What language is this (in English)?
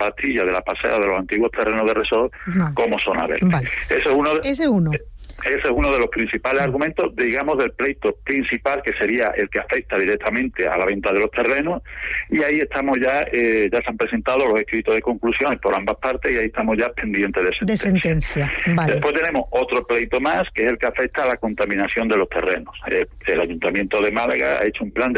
Spanish